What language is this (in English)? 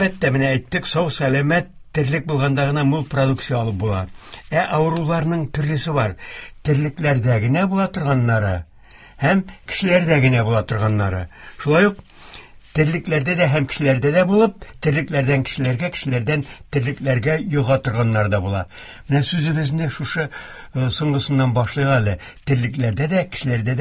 Tatar